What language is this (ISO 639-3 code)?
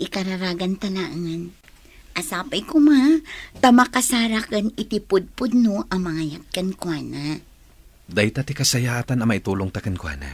ilo